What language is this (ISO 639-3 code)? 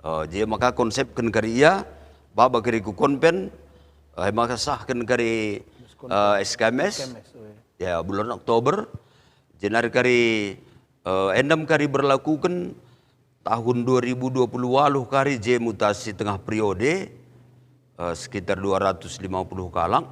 btx